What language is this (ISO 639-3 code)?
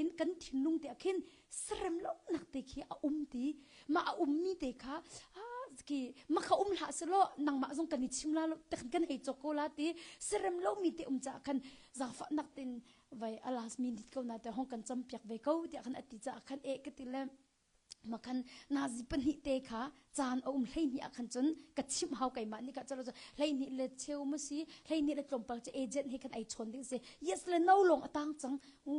cnh